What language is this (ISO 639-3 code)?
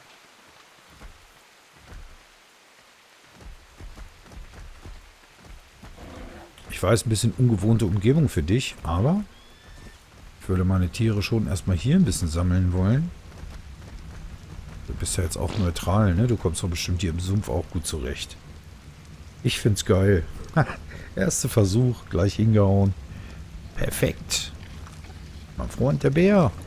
deu